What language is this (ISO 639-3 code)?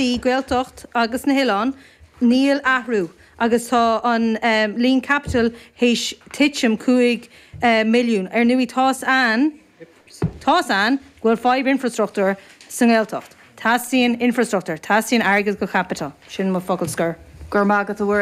gle